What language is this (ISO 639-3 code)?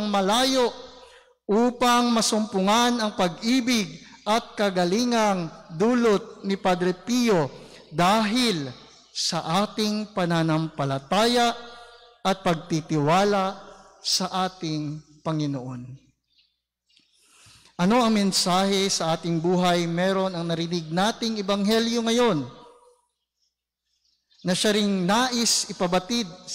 fil